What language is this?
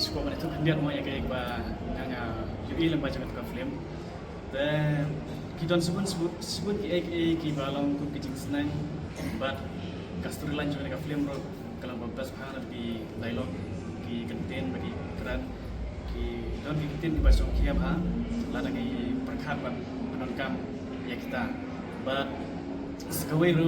Khasi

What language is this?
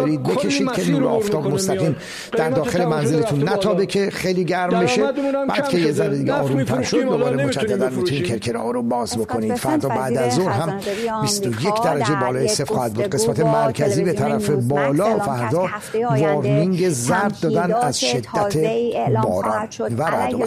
Persian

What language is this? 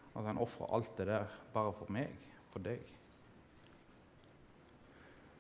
Norwegian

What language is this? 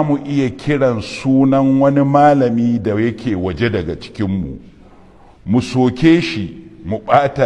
Hausa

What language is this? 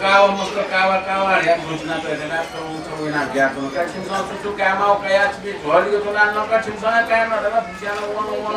Newari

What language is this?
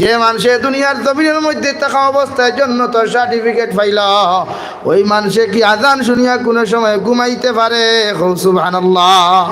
Sylheti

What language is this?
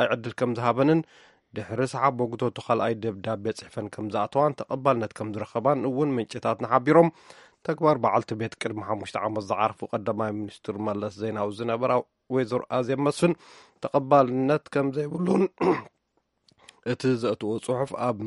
Tigrinya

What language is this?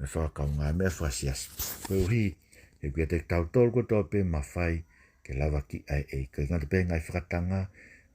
Tongan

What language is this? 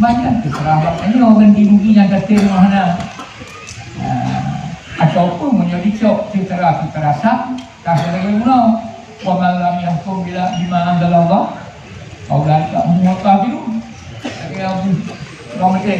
Achinese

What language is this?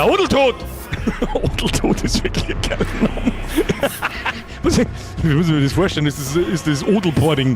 Bavarian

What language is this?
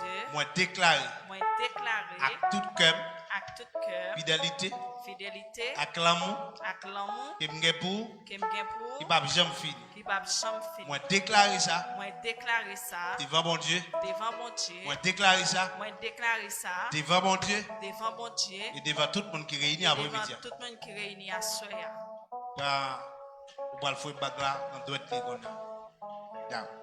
Haitian Creole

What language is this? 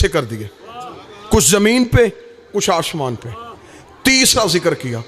Hindi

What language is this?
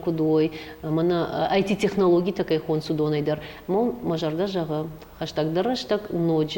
Ossetic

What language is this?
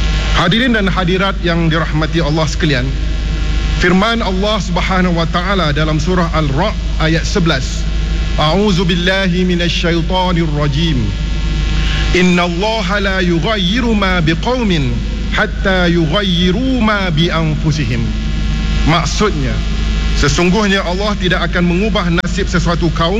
Malay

